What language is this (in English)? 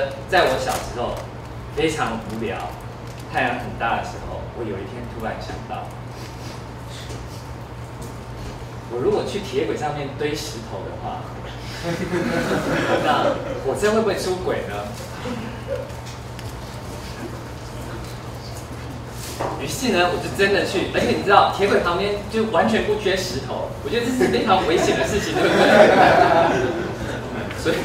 Chinese